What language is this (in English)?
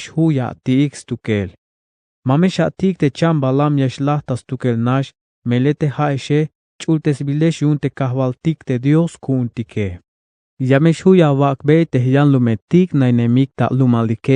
Tzeltal